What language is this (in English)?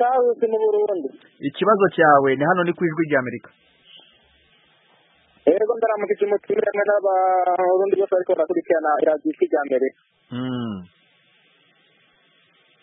Kinyarwanda